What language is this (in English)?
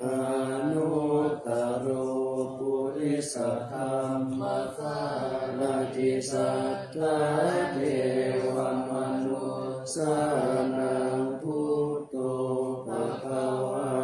Pali